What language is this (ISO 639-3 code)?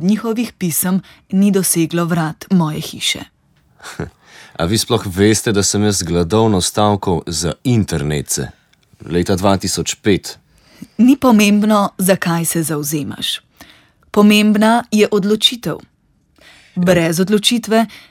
slv